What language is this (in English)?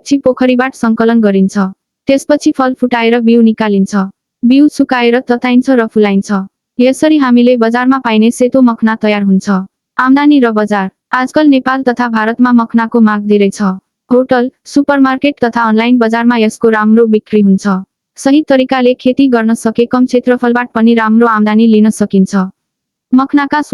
Nepali